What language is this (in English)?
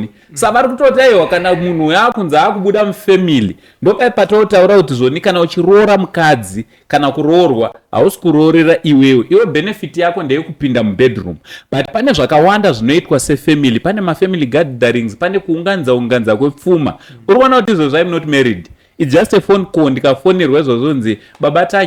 Shona